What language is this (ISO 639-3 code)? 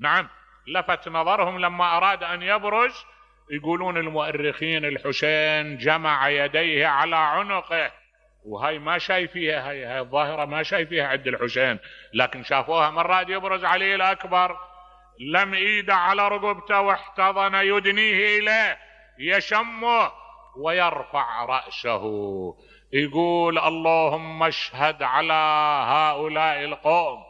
acm